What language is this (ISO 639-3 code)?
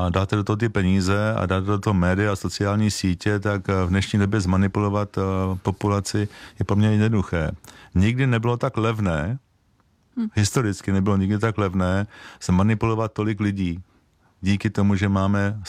ces